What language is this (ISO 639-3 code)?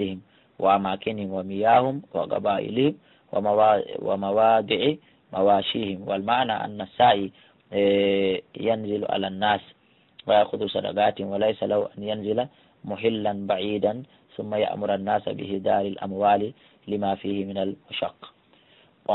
ful